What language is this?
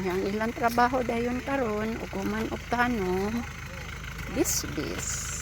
Cebuano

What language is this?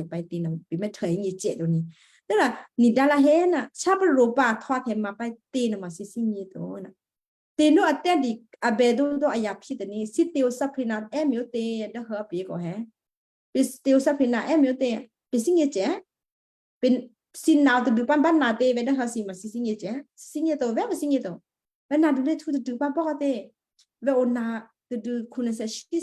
Western Kayah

